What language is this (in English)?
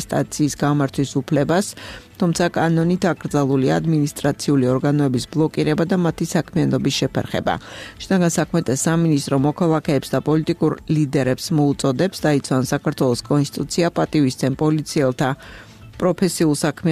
Georgian